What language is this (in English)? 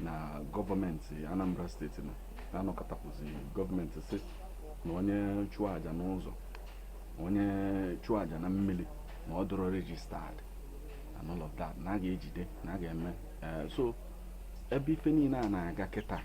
Igbo